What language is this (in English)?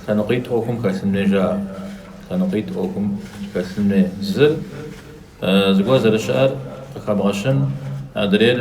Kabardian